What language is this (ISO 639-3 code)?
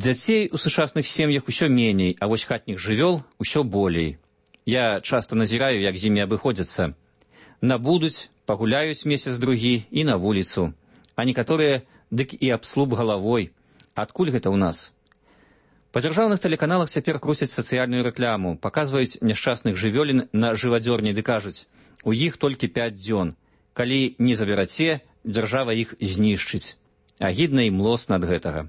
bel